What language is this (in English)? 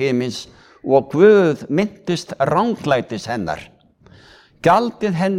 Icelandic